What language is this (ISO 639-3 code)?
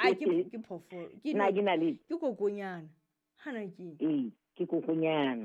sot